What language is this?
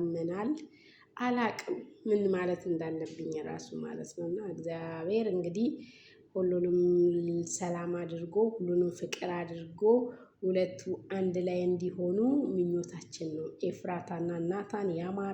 Amharic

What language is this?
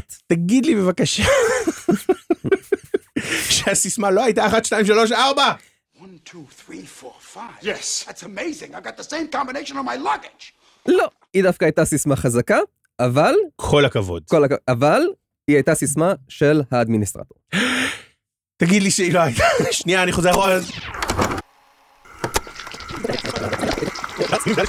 Hebrew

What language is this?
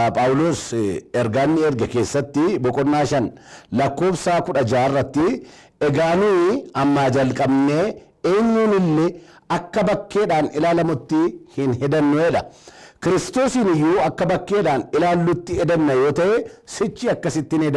Oromo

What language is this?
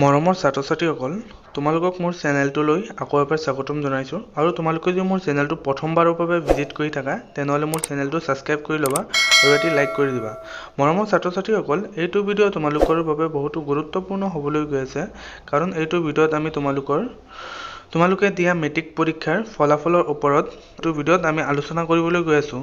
Assamese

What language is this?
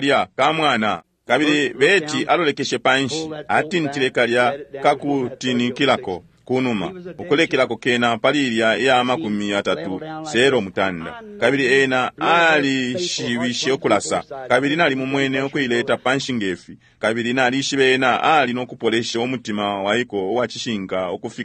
Bemba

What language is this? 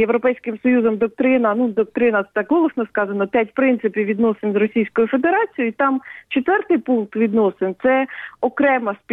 Ukrainian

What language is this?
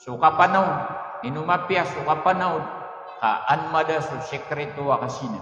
Maranao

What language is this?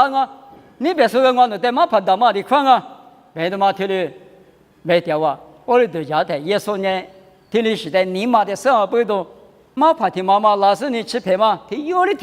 Lisu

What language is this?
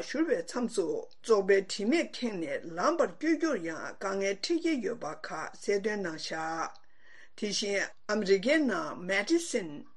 Tibetan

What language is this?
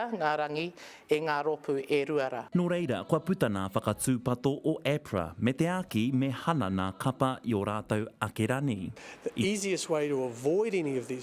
Māori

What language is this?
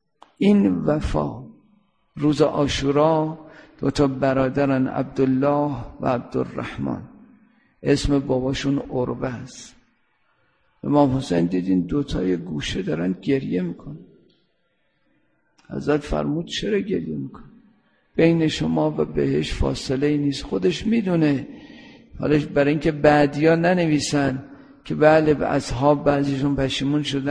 Persian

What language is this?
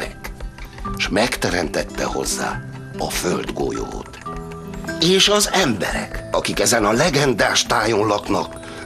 Hungarian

